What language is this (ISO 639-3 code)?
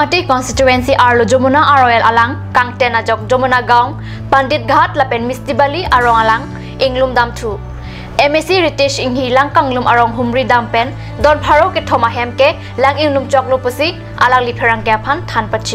mjw